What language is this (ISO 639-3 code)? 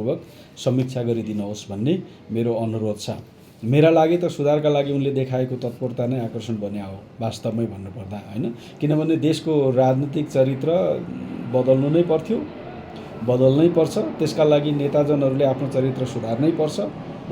nep